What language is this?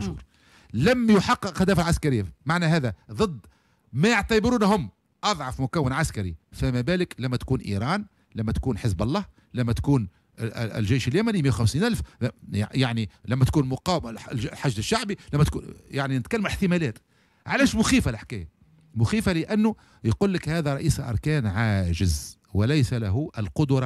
Tunisian Arabic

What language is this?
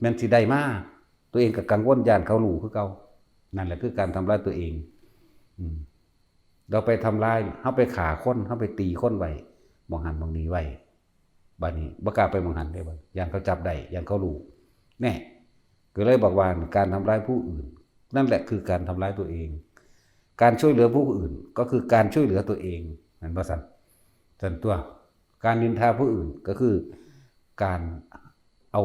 Northeastern Thai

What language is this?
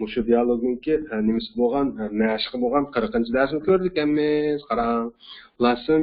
Uyghur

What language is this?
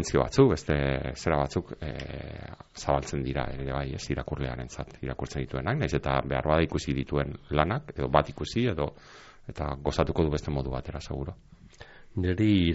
Basque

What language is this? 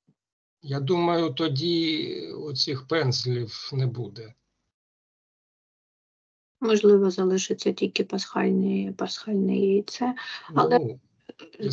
Ukrainian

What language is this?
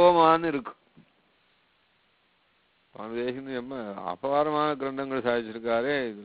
Tamil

